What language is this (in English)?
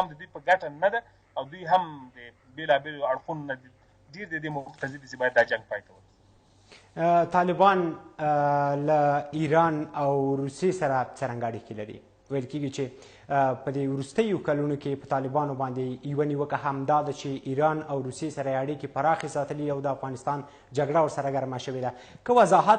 Pashto